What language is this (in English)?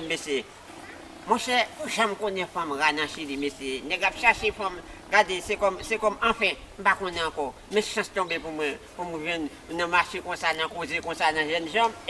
Haitian Creole